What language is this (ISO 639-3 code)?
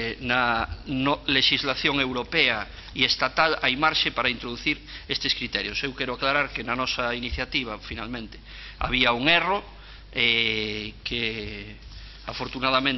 glg